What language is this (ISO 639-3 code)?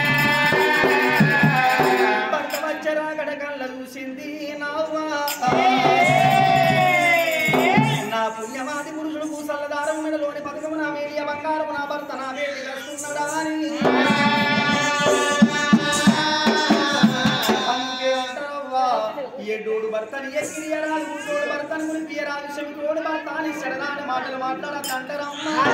tel